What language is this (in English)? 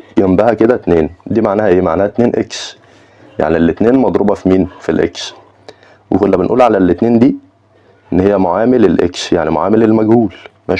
Egyptian Arabic